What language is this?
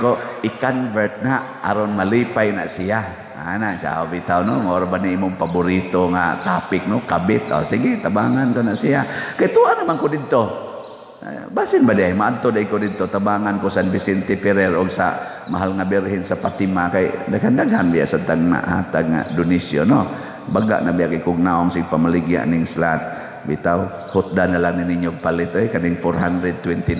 Cebuano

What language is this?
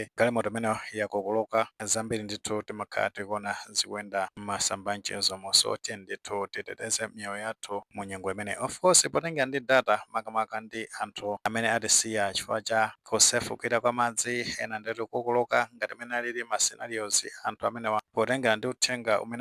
Nyanja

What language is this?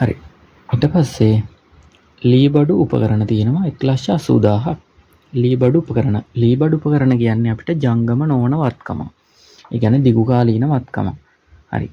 Sinhala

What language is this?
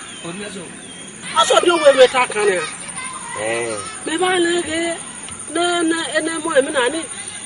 Esan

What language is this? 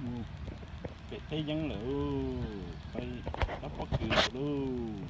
Hmong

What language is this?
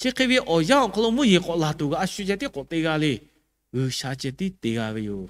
Lahu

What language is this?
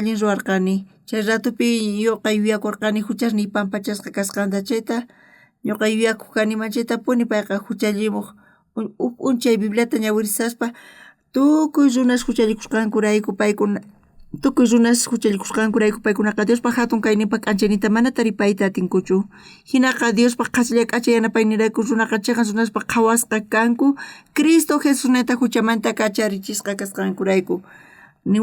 South Bolivian Quechua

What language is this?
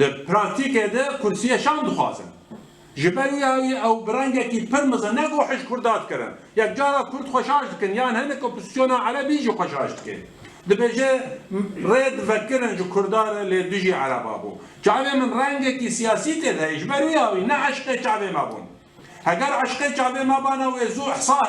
Kurdish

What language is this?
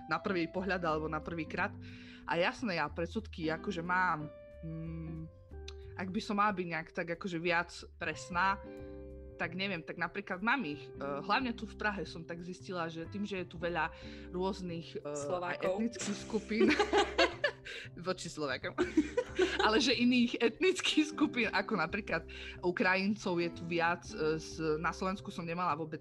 Slovak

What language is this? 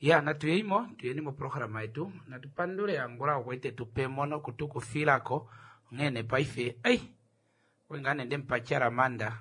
Kuanyama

